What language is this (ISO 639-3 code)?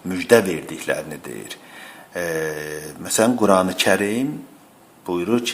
aze